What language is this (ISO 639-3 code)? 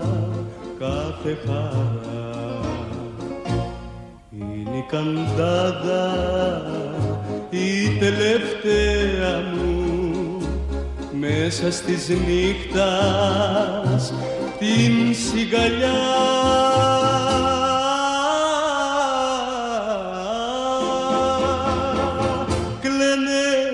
ell